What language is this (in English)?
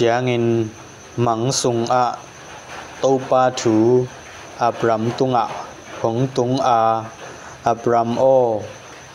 Tedim Chin